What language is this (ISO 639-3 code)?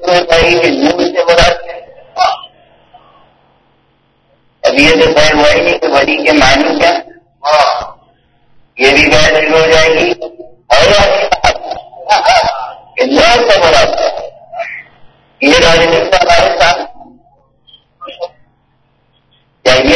urd